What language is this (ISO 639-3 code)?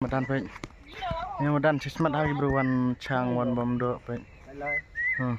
kha